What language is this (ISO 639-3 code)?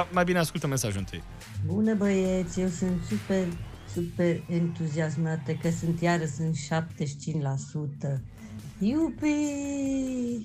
ron